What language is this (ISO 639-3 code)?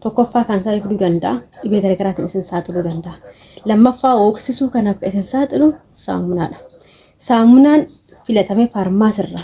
orm